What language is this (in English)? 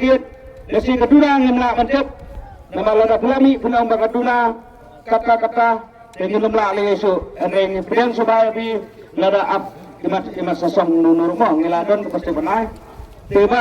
Khasi